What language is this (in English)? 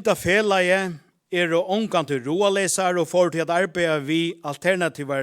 Faroese